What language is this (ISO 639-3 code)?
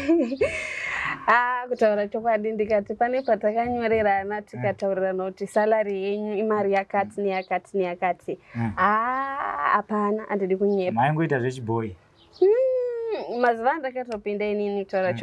sna